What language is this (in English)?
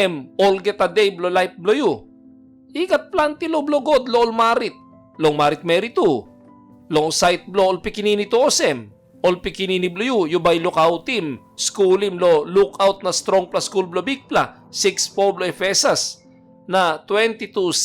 Tok Pisin